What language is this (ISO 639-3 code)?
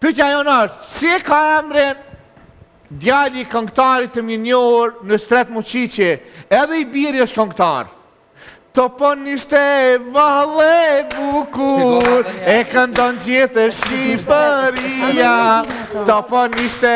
sqi